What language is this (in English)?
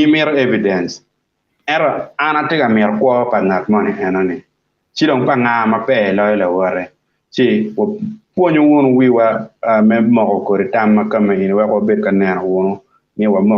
Acoli